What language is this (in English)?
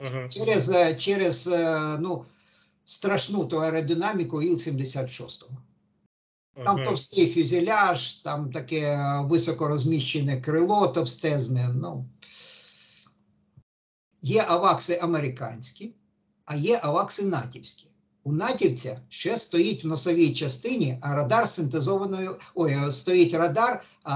Ukrainian